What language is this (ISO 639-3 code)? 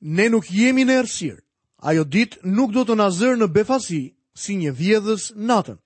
sqi